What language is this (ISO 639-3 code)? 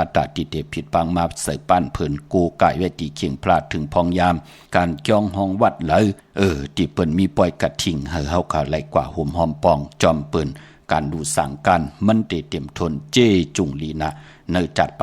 shn